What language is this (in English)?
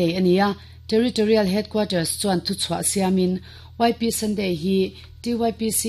Mizo